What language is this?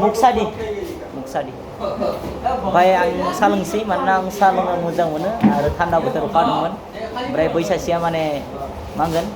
Bodo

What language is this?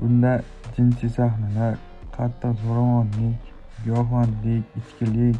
Uzbek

